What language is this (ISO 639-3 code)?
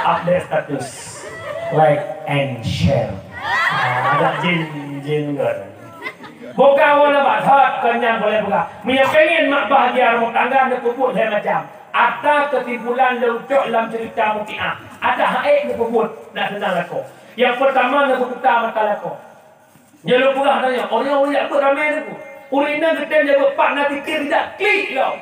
ace